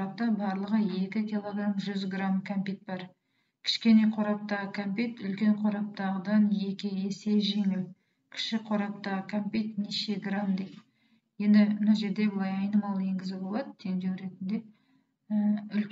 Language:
Kazakh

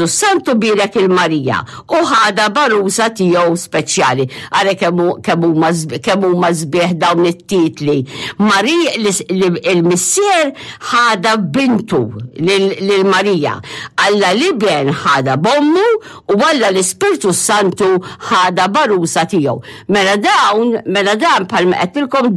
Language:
Maltese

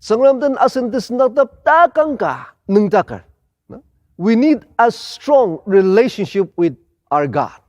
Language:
Ao Naga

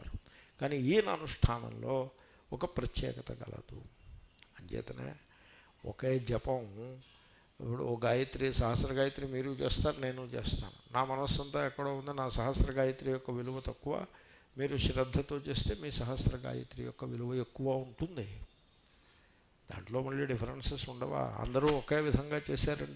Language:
Telugu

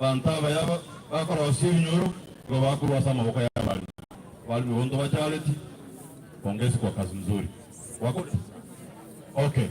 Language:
Gusii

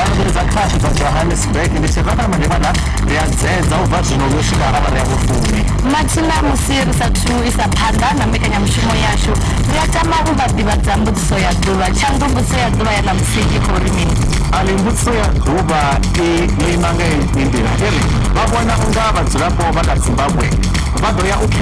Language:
Venda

